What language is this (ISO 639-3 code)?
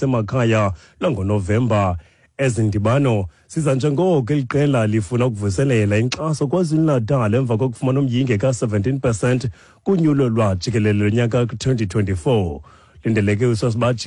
xho